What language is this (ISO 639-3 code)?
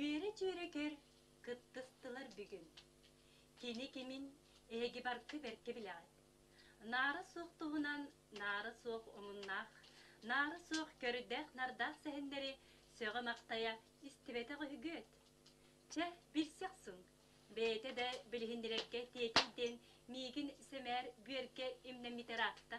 sah